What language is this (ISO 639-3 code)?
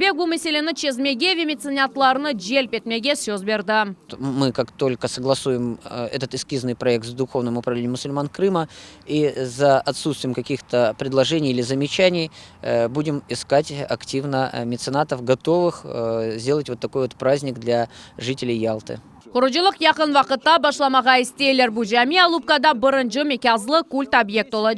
crh